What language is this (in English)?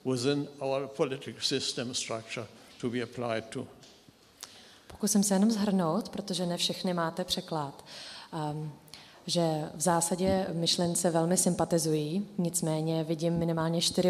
Czech